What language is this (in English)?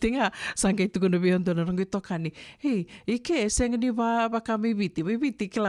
Fijian